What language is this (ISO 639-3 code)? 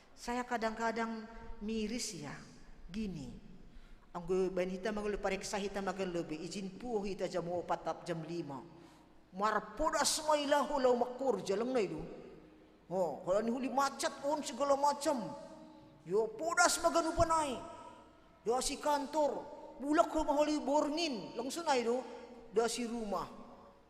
bts